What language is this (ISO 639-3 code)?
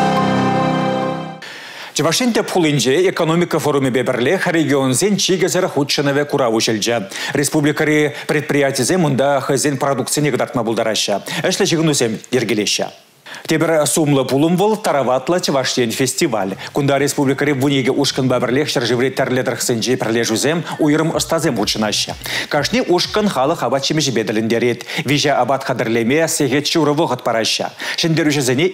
chv